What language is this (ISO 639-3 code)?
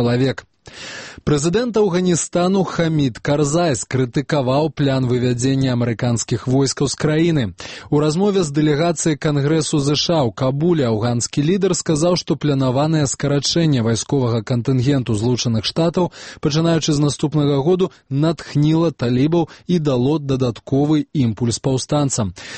bel